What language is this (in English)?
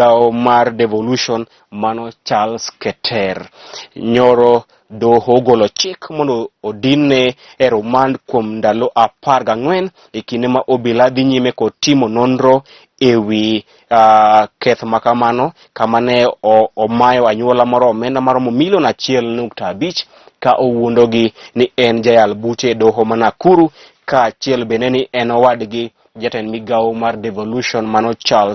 Luo (Kenya and Tanzania)